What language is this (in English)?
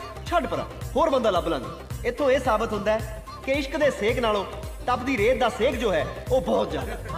Punjabi